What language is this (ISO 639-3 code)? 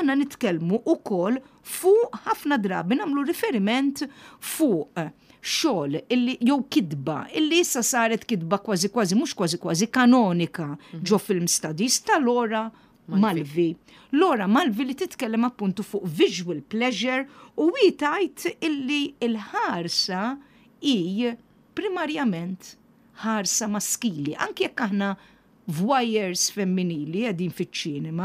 mlt